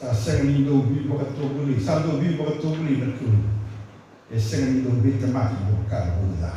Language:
Fijian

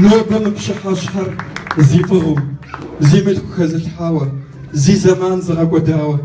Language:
Kabardian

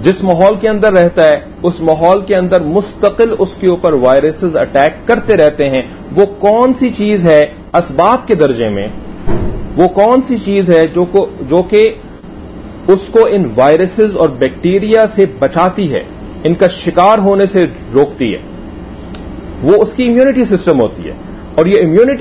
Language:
Urdu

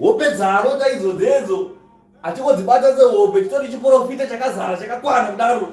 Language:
Shona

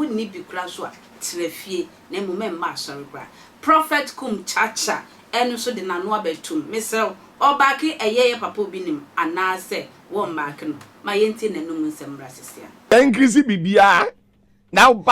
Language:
Akan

